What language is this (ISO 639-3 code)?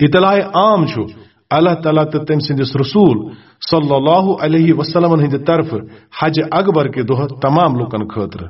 kas